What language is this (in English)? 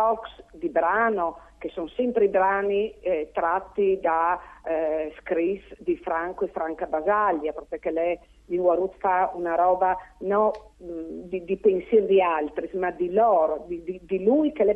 Friulian